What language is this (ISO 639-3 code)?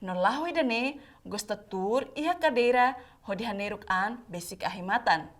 tet